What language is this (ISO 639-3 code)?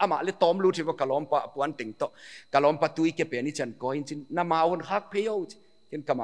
pck